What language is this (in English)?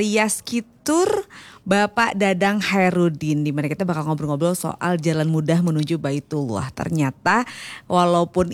Indonesian